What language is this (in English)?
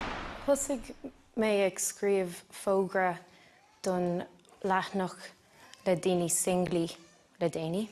Irish